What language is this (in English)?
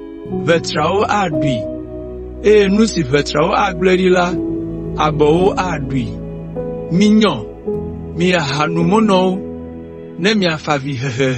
Ewe